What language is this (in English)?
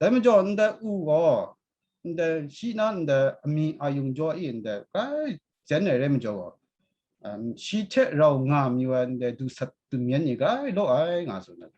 Kachin